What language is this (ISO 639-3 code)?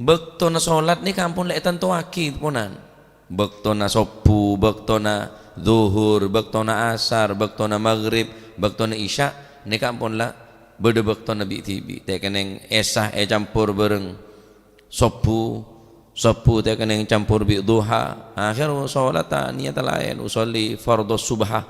mad